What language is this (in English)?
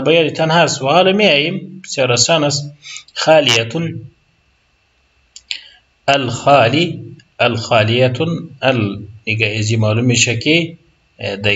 Persian